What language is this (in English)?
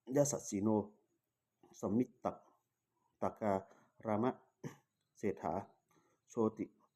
Pali